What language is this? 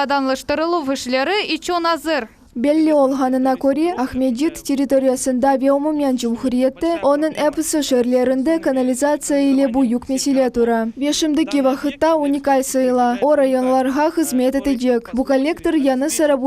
Crimean Tatar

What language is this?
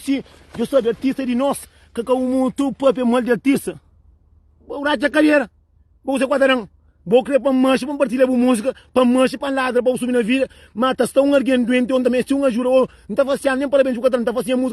Kabuverdianu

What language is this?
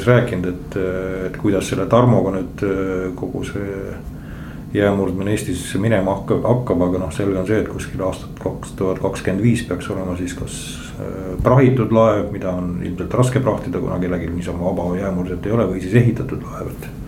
Estonian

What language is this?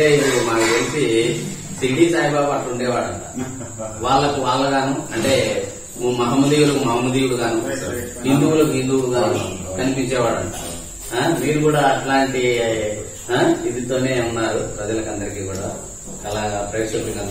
Telugu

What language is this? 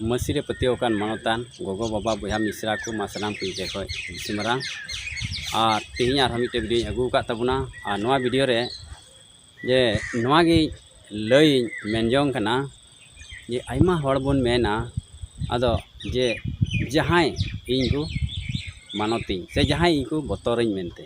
Santali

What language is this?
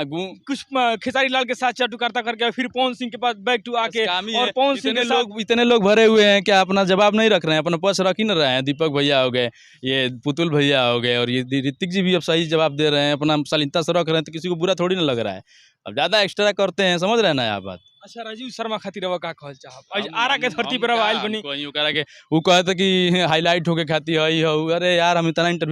Bhojpuri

